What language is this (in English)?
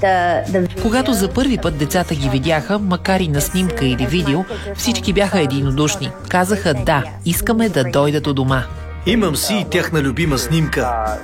Bulgarian